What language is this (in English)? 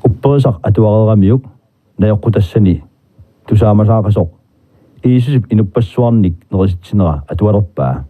Kalaallisut